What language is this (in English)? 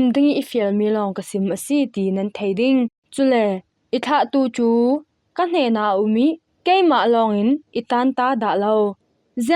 Falam Chin